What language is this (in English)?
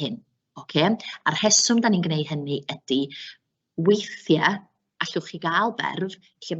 Welsh